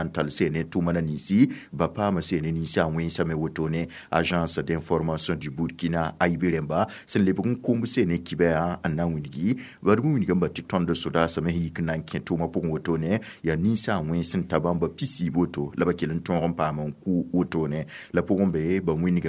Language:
Mossi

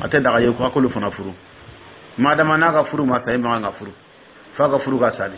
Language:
Dyula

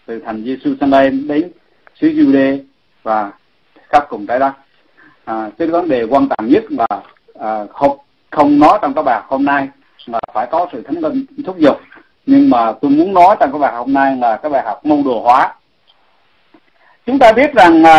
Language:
Vietnamese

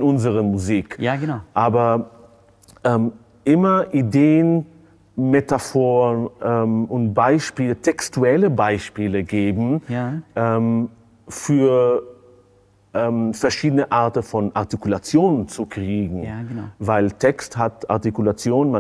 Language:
German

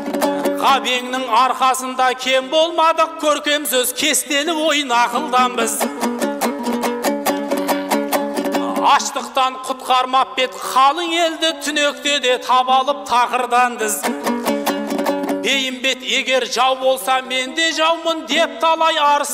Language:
Kazakh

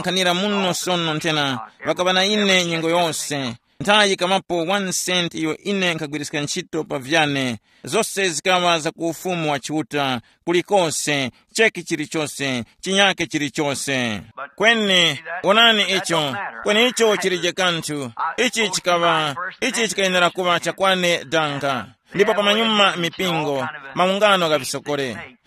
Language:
Tumbuka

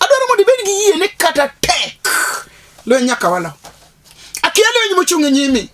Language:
Luo (Kenya and Tanzania)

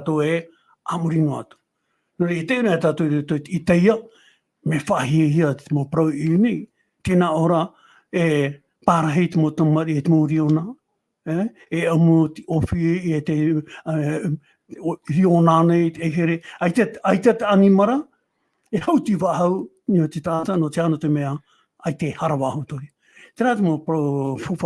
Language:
Tahitian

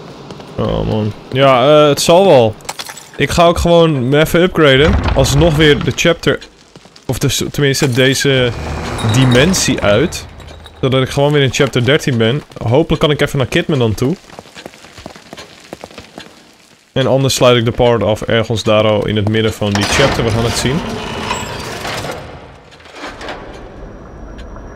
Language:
Dutch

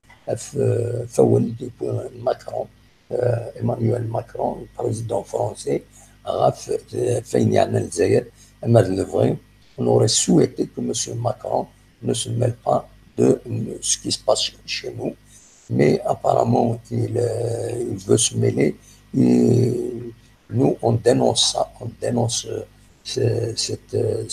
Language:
Kabyle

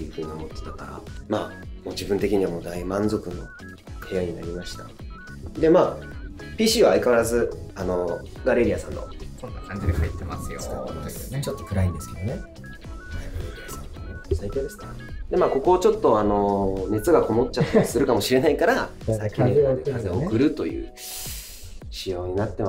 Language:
Japanese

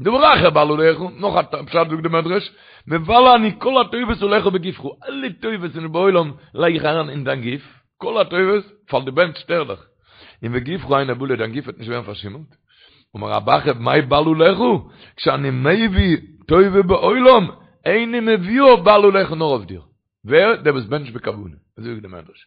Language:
Yiddish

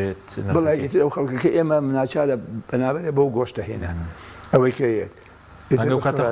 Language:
Central Kurdish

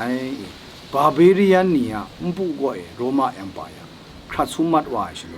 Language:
Kachin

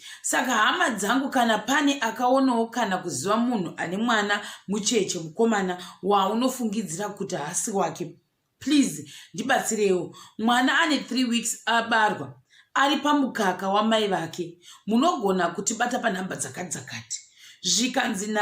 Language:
Shona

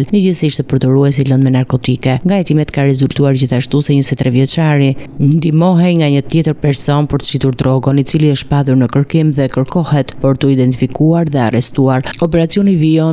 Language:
Albanian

